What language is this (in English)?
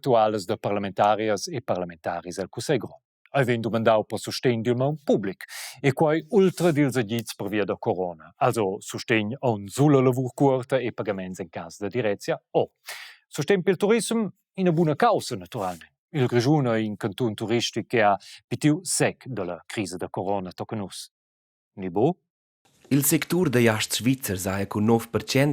Romansh